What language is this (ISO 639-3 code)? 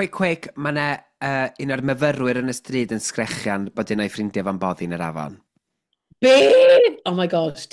cym